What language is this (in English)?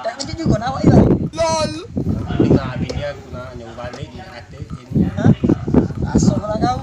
Musi